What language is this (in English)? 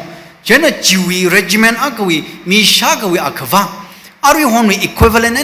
Tangkhul Naga (India)